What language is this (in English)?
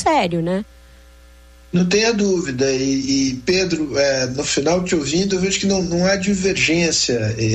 Portuguese